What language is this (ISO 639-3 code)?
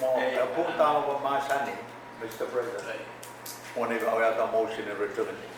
pon